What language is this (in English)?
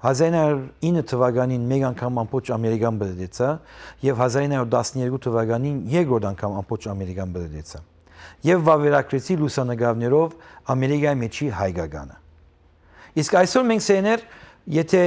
Western Armenian